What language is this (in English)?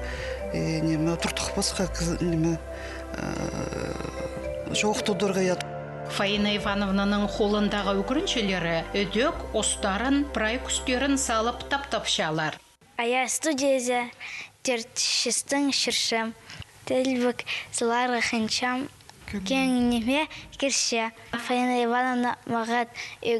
Khakas